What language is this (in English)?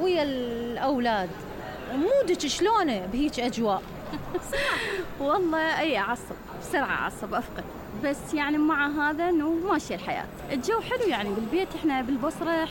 Mesopotamian Arabic